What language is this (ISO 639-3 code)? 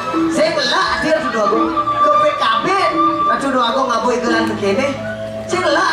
ban